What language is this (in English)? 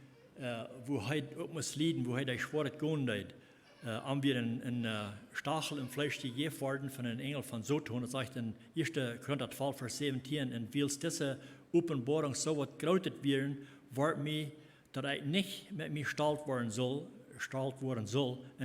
Plautdietsch